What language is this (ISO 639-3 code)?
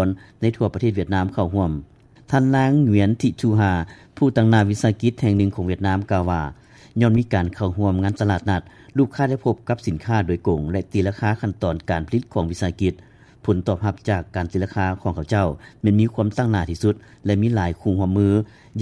lao